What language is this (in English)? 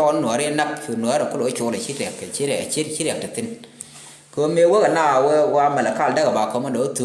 Nuer